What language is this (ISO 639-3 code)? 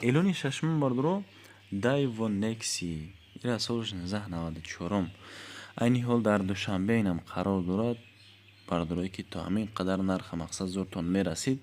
tgk